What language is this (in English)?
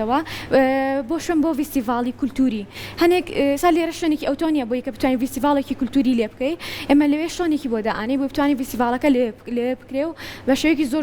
Central Kurdish